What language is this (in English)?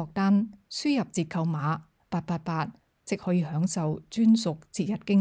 Cantonese